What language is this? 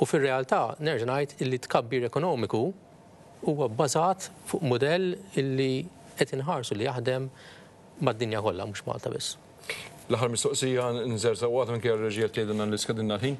Maltese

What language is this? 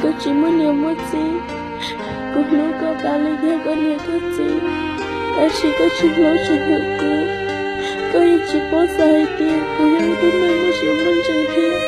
Hmong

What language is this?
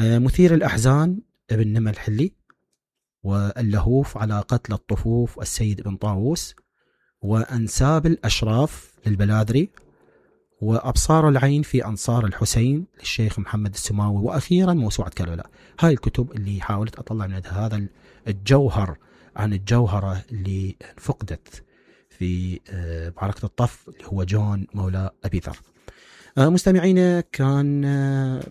Mesopotamian Arabic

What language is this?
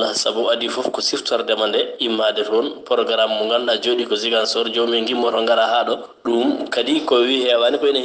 Fula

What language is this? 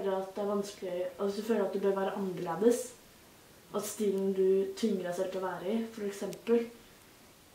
Norwegian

